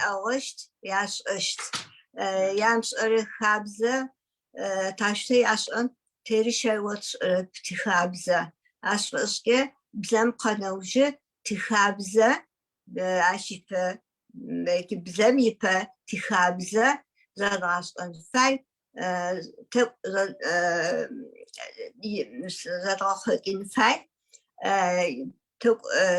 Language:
Adyghe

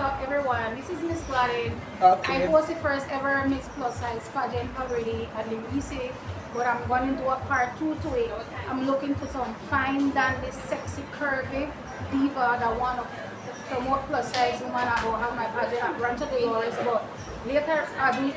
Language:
Jamaican Creole English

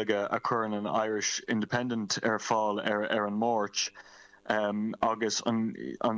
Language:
Irish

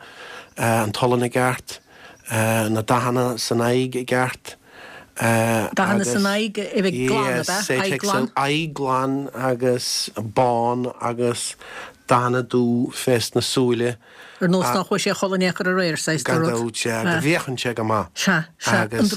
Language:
Irish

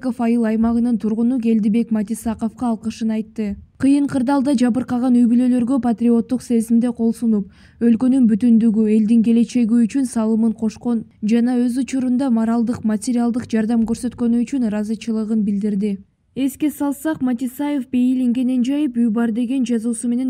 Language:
Kyrgyz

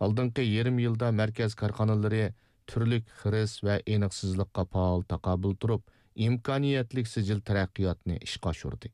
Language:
Uyghur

